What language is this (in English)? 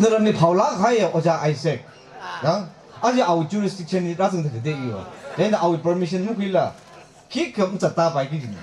Tangkhul Naga (India)